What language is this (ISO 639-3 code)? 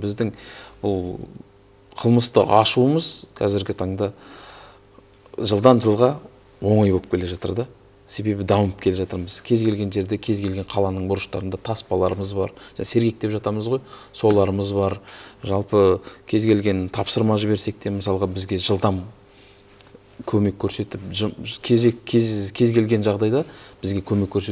kaz